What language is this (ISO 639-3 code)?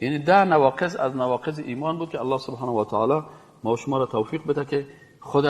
fas